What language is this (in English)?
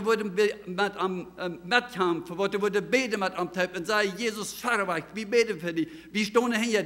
Plautdietsch